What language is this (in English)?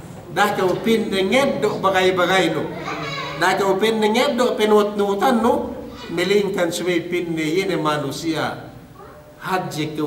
Yakan